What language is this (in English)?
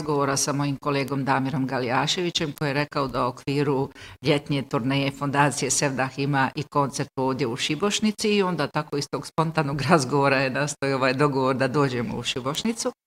Bosnian